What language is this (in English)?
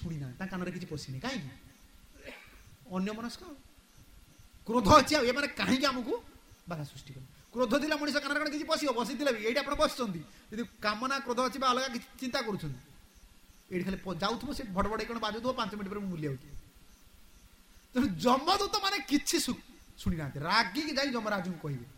Odia